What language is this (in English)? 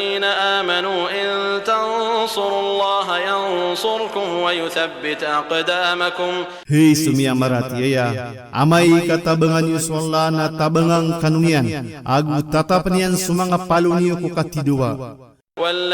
Maranao